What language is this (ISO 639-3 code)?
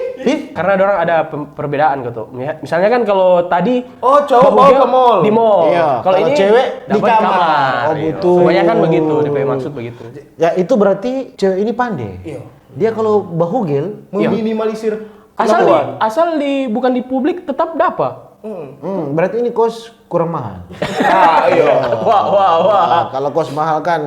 xmm